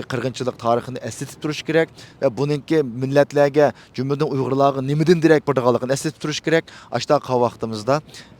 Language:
Uyghur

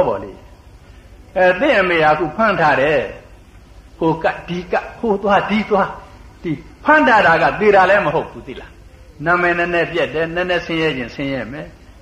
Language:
Burmese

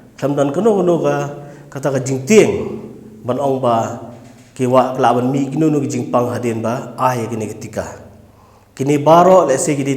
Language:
Khasi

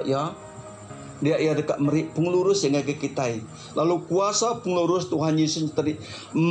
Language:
Iban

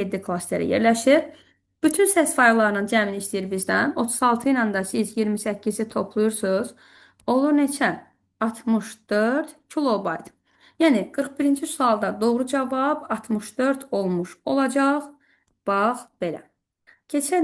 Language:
Azerbaijani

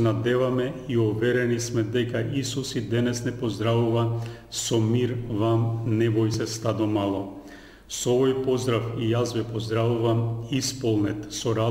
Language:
Macedonian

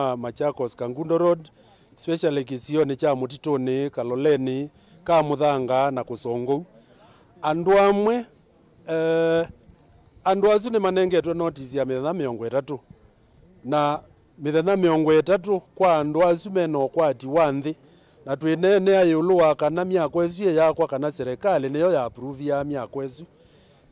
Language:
Kamba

